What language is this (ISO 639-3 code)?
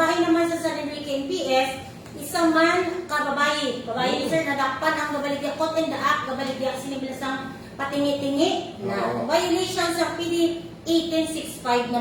hil